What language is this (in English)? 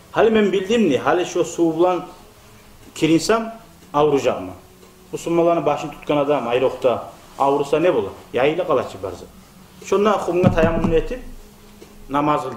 Kumyk